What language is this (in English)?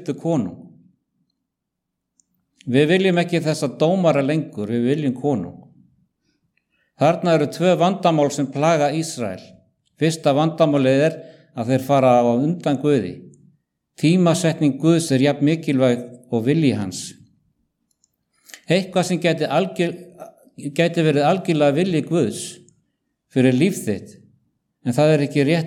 Icelandic